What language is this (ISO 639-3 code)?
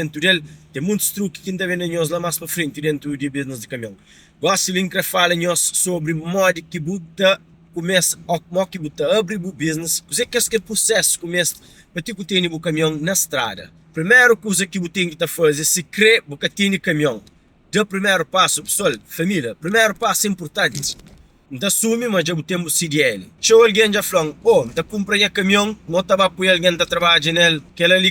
kea